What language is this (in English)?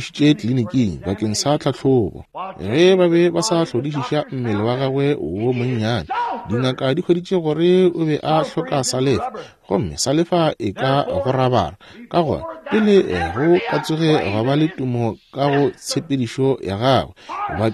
Northern Sotho